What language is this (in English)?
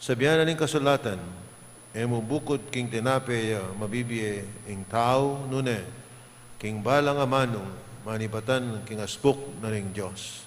Pampanga